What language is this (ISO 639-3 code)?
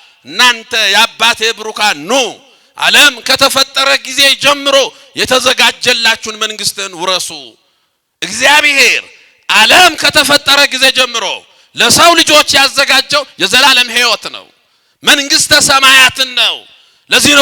amh